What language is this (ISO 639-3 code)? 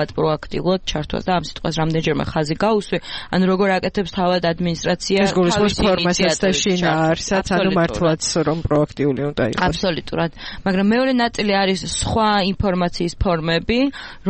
kat